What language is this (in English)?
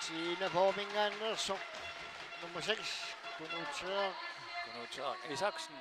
Kalaallisut